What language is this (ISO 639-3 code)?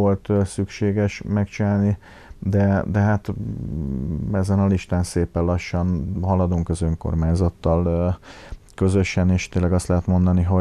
hun